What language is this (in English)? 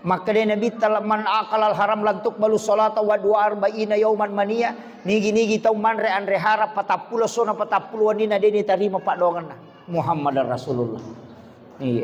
Buginese